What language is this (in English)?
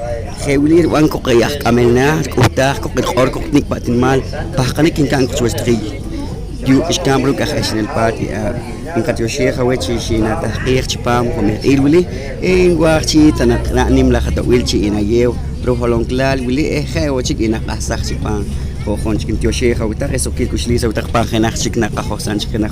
Poqomchi'